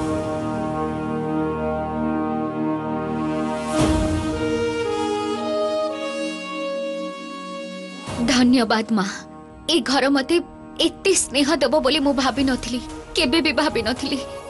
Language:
Odia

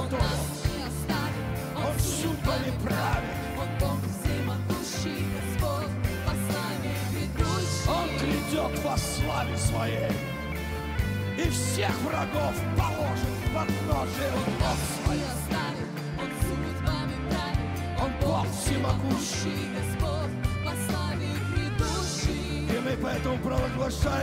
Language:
Russian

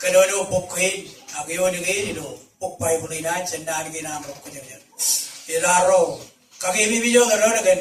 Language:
Marshallese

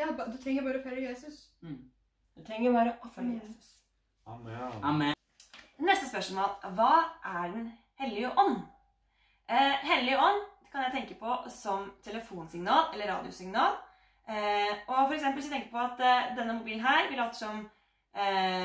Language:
Norwegian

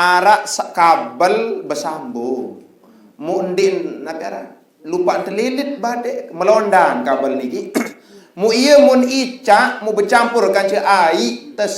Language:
Sasak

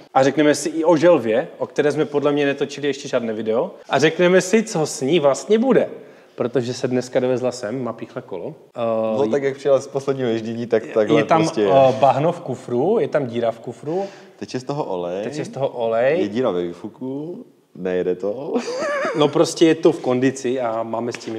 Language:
Czech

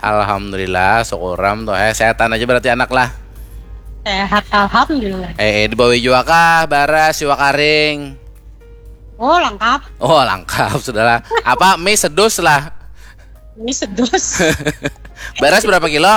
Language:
Banjar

